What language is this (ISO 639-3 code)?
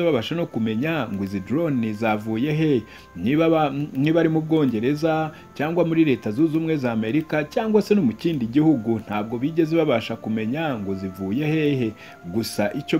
kin